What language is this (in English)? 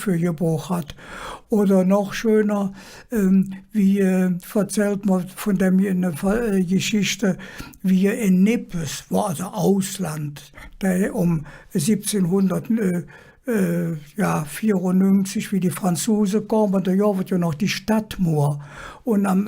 Colognian